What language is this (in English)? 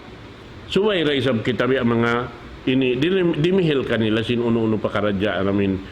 Tausug